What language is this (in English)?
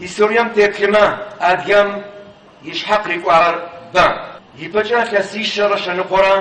Adyghe